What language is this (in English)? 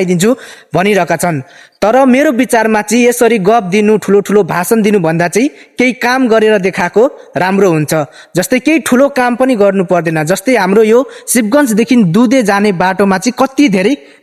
Nepali